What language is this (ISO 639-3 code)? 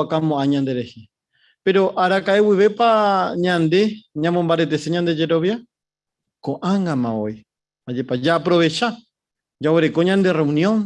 grn